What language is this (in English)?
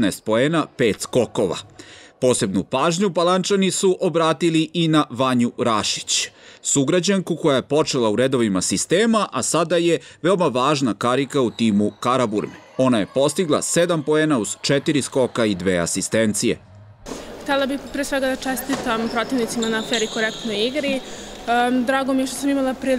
Serbian